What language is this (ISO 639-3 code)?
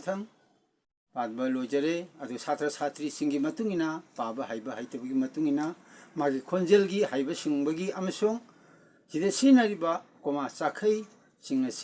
mni